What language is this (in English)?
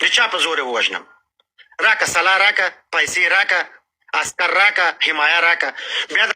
Pashto